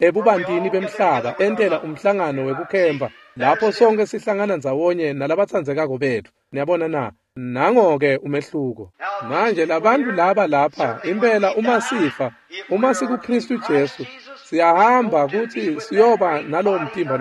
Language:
Swati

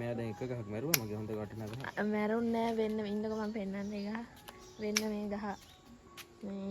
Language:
Sinhala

